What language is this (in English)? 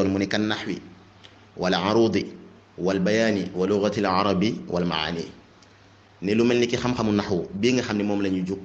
Wolof